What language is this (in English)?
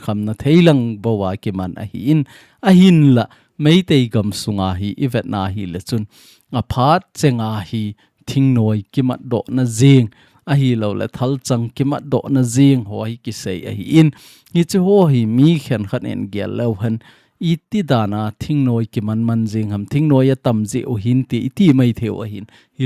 Thado Chin